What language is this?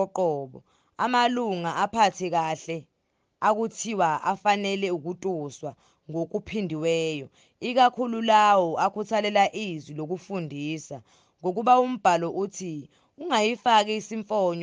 Zulu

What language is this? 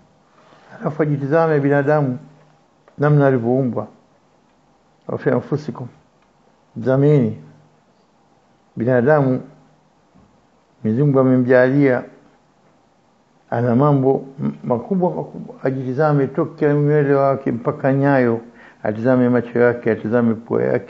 Swahili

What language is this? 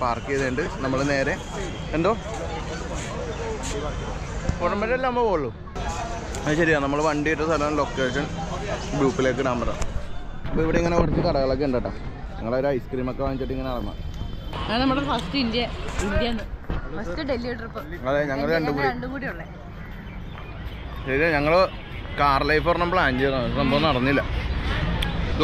Malayalam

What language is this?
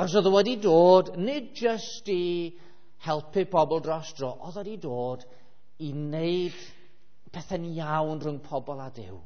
Welsh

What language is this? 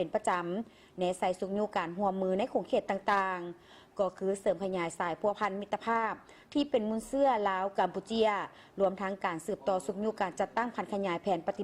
Lao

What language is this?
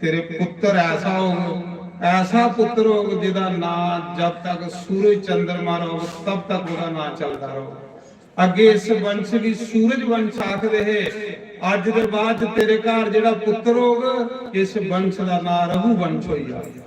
Dogri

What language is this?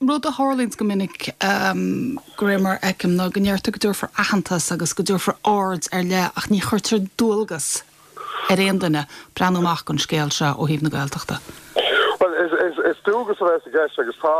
Irish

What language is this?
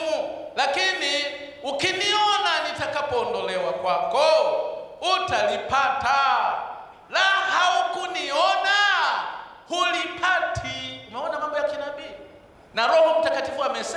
Swahili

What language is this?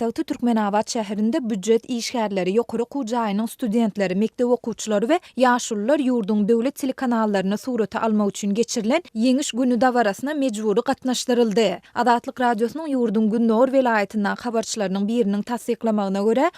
Turkmen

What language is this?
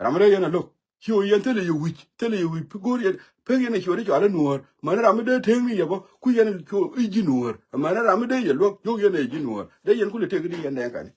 Nuer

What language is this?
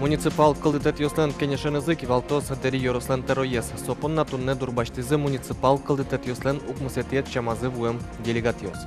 Udmurt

